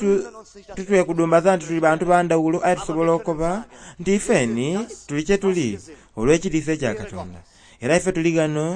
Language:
Soga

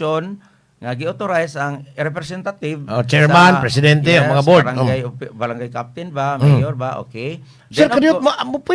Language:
Cebuano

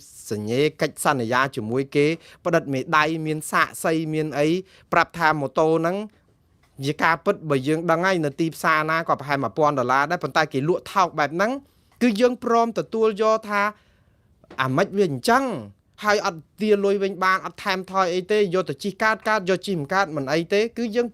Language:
Khmer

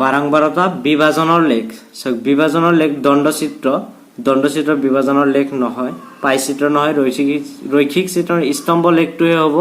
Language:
Assamese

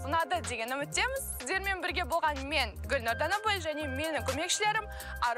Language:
Kazakh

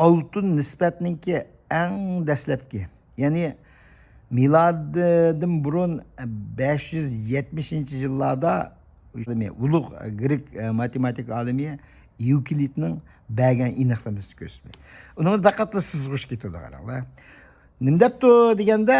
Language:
Uyghur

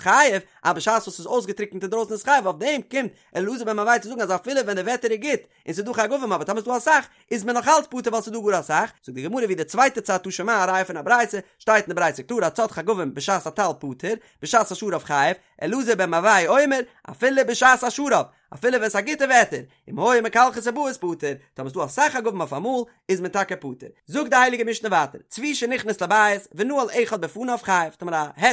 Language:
Yiddish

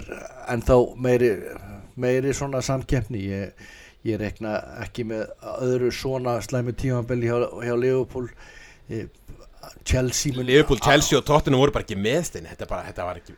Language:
Icelandic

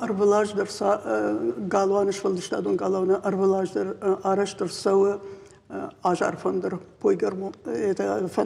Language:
Ossetic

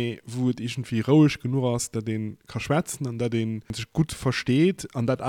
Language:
Luxembourgish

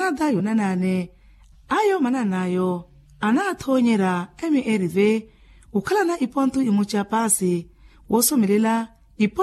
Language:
Makhuwa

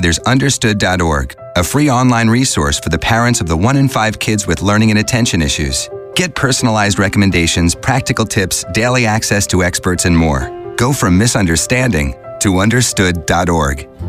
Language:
English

